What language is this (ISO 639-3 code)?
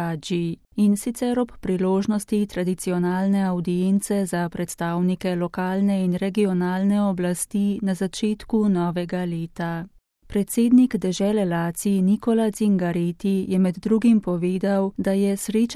slv